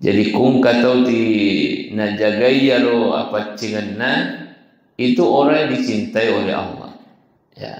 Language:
Buginese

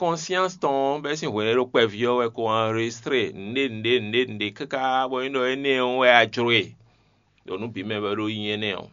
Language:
Fon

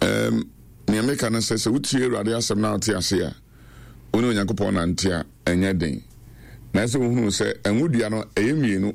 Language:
Akan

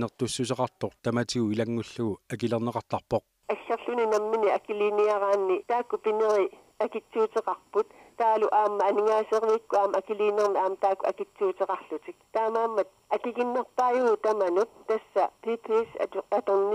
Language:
Kalaallisut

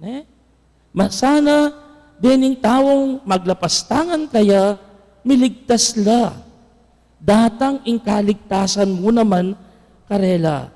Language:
Pampanga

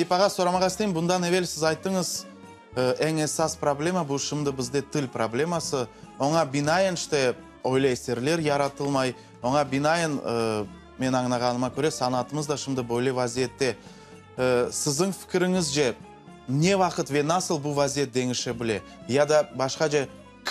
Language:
Crimean Tatar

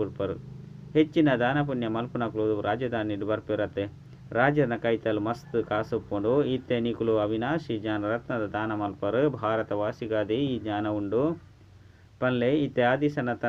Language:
Tulu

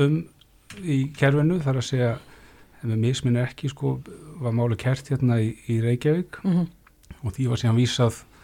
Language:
Icelandic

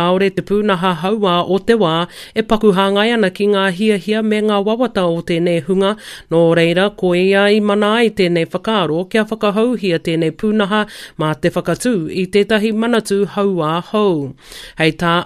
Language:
Māori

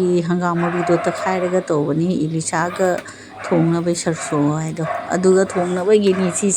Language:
Manipuri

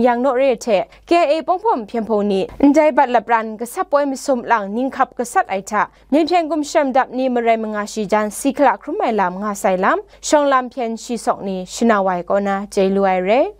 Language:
Kachin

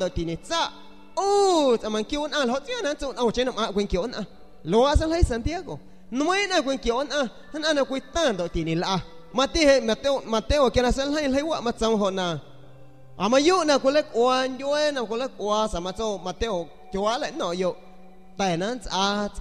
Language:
San Pedro Amuzgos Amuzgo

